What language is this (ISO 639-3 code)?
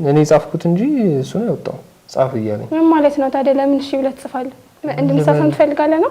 amh